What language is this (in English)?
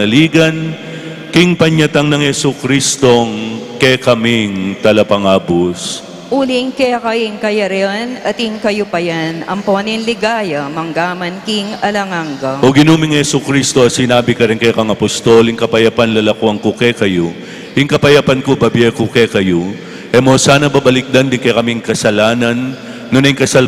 Pampanga